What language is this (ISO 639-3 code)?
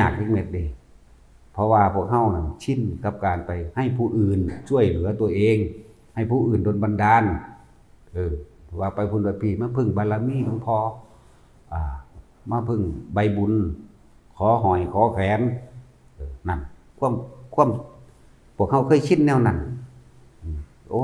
tts